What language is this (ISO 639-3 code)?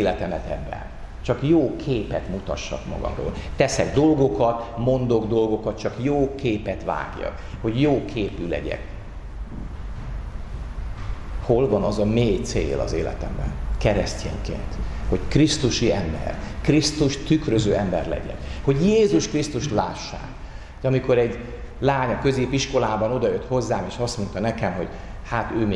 hun